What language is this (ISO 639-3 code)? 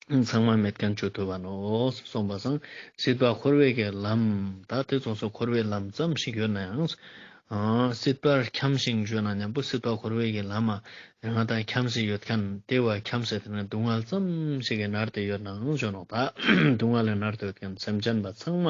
lbj